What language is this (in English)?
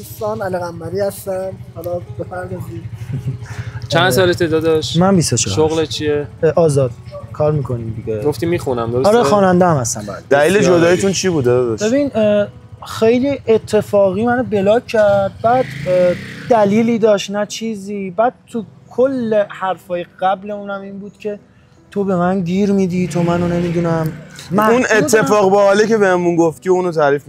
Persian